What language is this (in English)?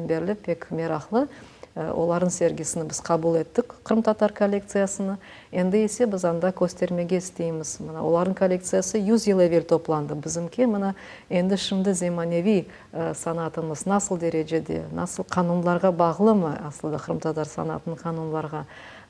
Crimean Tatar